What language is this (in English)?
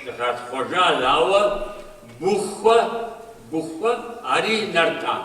Kabardian